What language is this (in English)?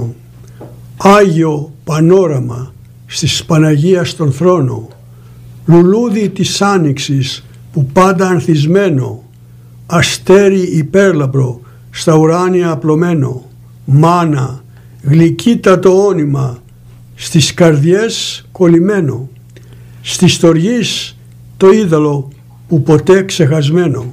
Greek